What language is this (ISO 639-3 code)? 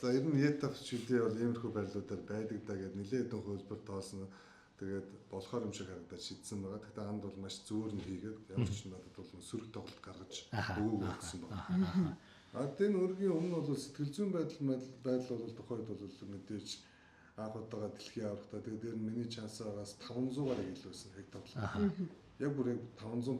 mon